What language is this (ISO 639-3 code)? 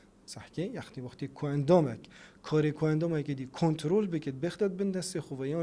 kur